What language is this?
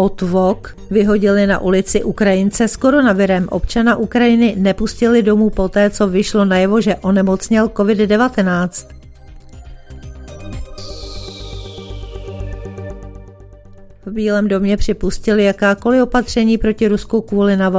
Czech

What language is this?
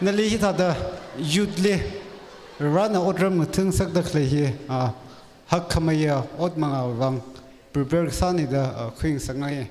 Tangkhul Naga (India)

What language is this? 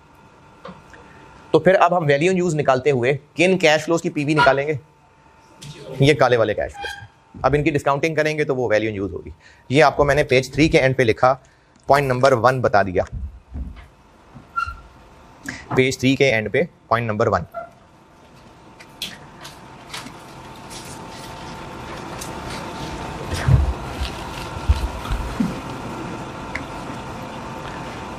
Hindi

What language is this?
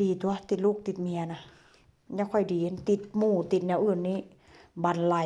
Northeastern Thai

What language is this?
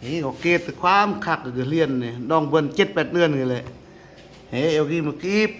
Lao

